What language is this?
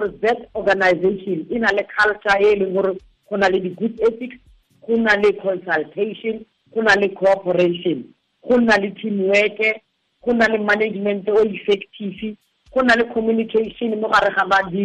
Tswana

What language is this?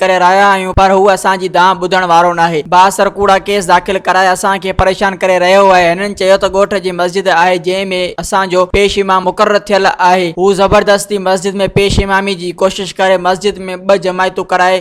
Sindhi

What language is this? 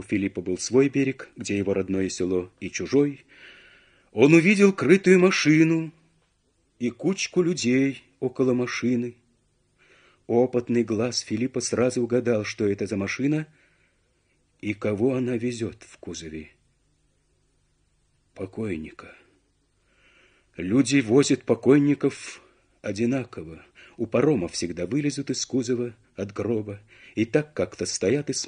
Russian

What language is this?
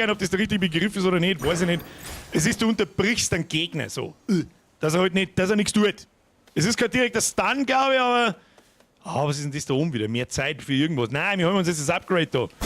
Bavarian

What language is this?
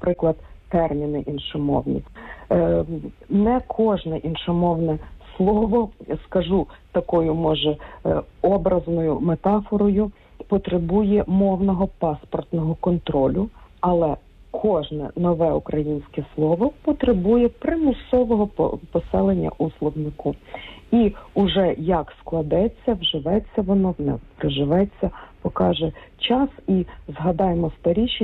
Ukrainian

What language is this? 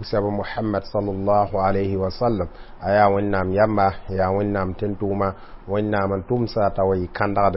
Mossi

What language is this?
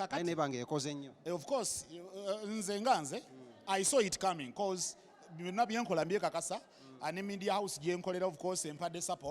Ganda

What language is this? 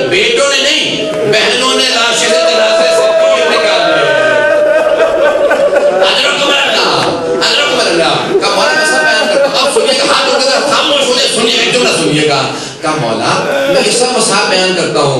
Urdu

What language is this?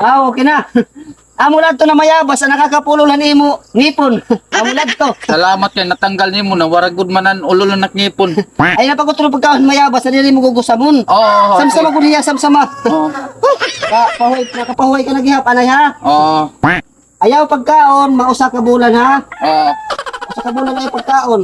Waray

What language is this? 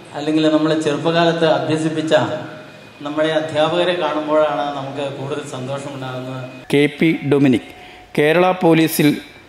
Malayalam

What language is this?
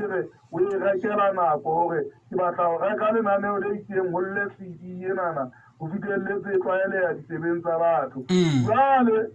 Southern Sotho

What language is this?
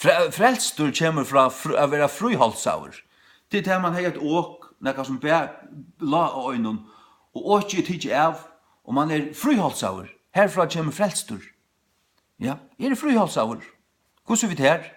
Faroese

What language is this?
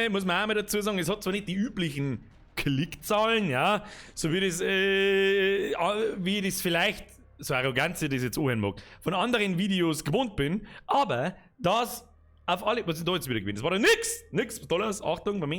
Bavarian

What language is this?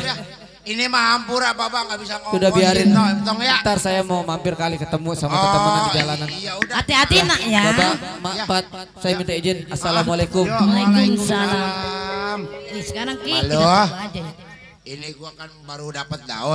Betawi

